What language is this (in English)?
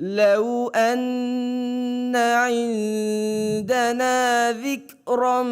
Divehi